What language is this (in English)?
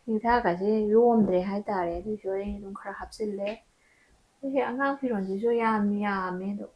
Manipuri